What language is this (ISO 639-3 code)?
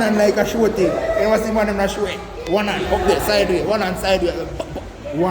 jam